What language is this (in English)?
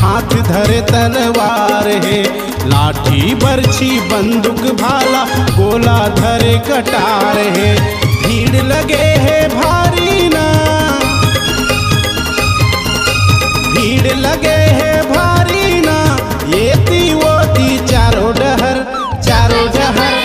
Chhattisgarhi